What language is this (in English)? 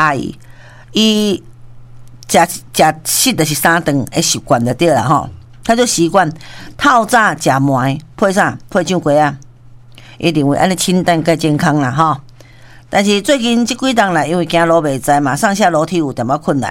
Min Nan Chinese